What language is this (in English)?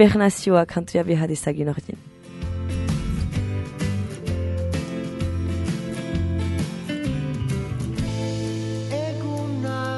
Basque